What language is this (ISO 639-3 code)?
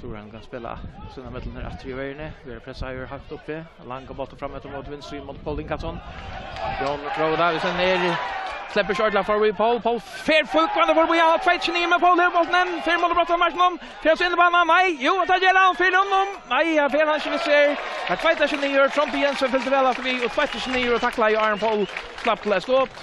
fao